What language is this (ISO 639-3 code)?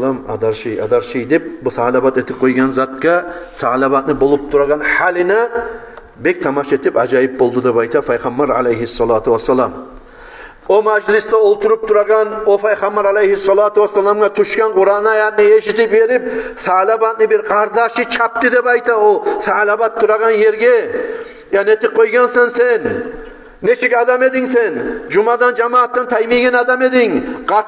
kum